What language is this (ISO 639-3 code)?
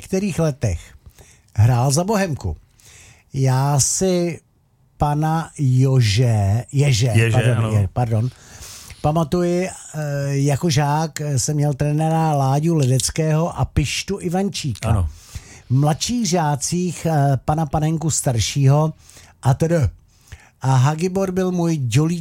ces